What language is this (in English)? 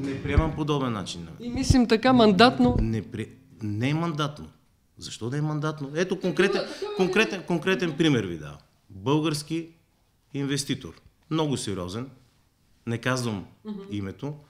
Bulgarian